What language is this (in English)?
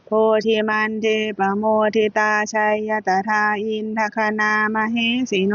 Pali